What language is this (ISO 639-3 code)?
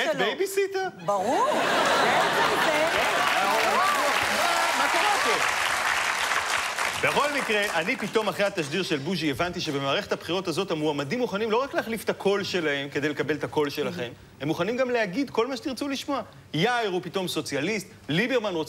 heb